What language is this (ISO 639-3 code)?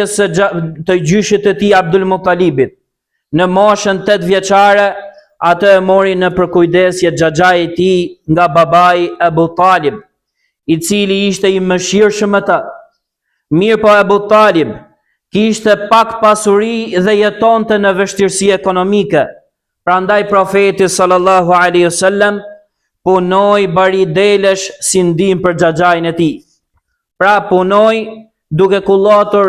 sqi